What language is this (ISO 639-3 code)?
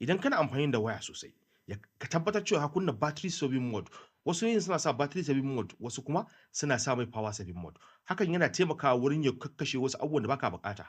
hau